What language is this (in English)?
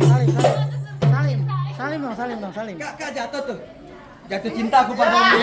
Betawi